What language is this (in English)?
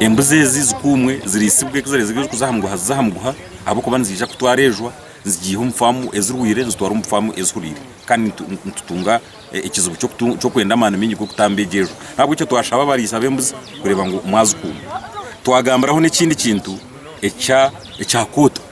Nyankole